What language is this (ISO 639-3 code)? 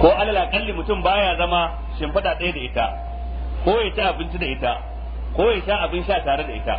hau